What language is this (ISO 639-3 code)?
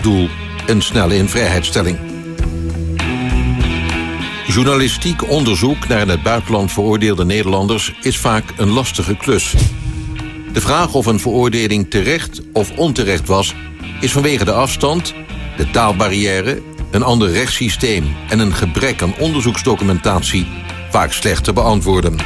nld